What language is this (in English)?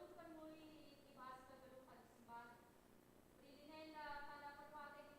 Batak Karo